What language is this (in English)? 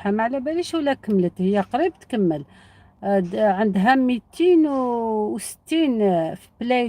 Algerian Arabic